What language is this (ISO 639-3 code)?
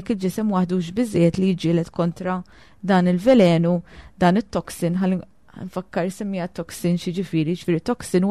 mlt